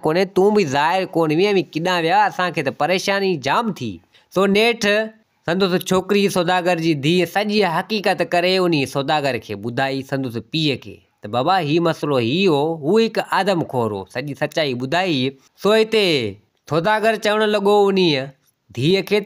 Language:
Sindhi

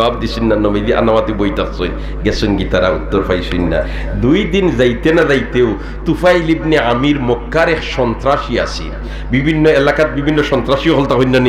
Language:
Sylheti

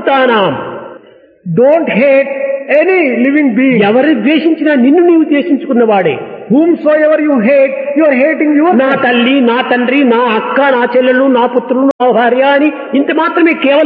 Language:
Telugu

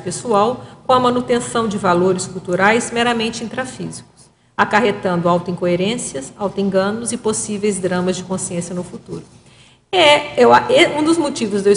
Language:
Portuguese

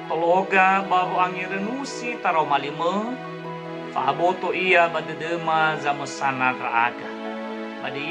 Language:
Nias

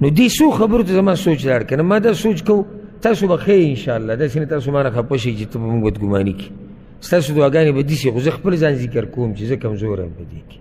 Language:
Pashto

